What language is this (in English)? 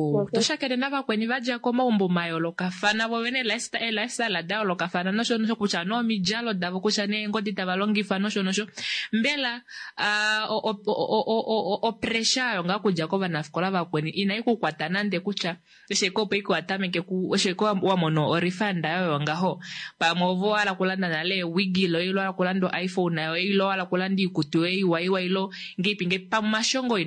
Kuanyama